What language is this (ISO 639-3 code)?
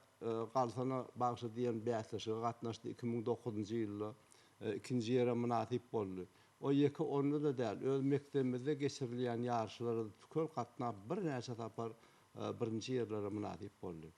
tuk